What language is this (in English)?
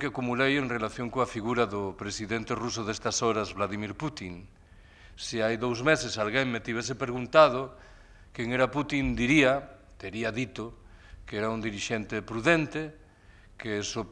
Galician